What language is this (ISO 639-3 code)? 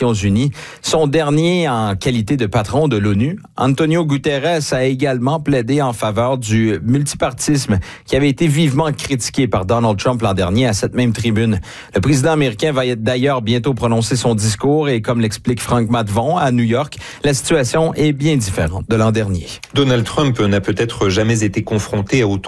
fra